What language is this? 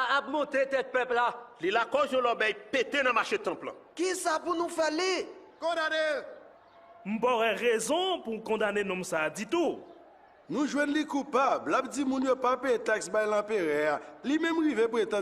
Haitian Creole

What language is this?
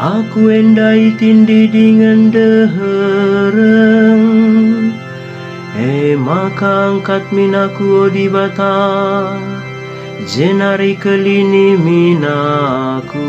Batak Karo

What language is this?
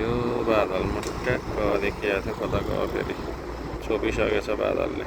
Nepali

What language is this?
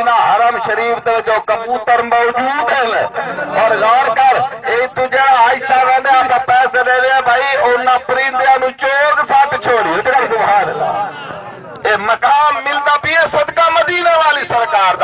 Saraiki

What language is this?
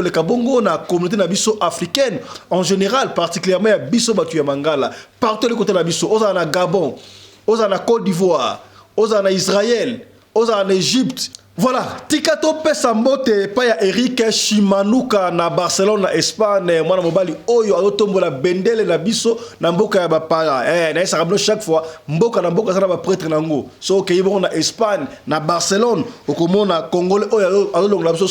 Lingala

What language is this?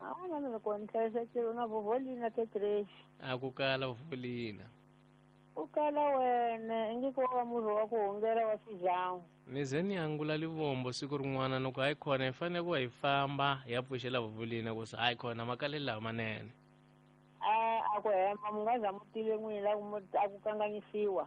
Tsonga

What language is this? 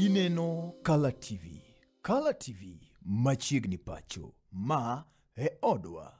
Luo (Kenya and Tanzania)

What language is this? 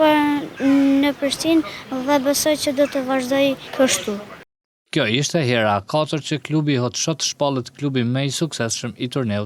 Albanian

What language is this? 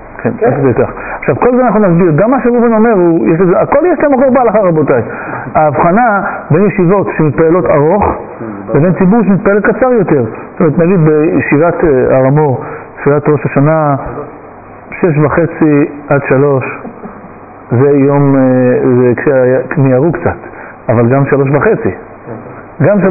Hebrew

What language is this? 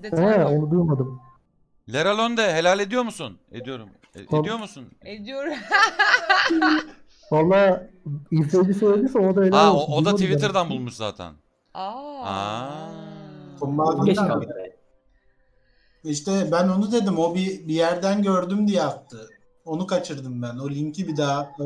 Turkish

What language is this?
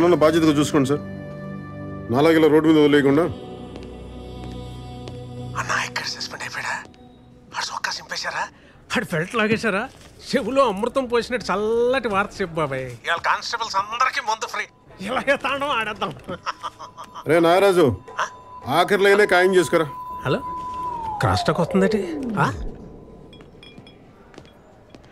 Telugu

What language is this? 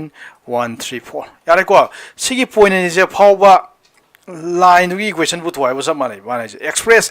Manipuri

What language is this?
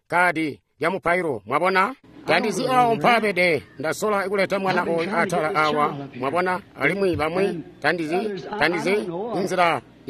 Tonga (Zambia)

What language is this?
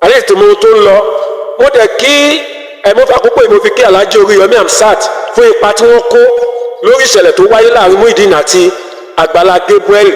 Yoruba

